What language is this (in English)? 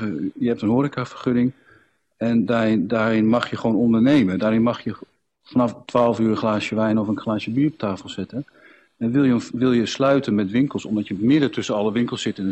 Dutch